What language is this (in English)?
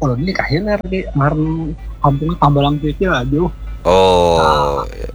Banjar